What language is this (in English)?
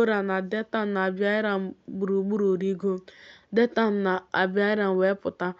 Igbo